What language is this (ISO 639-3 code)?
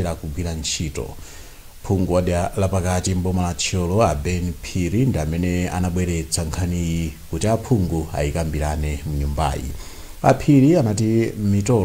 nya